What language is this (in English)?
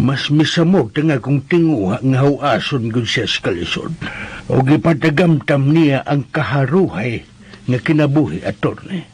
Cebuano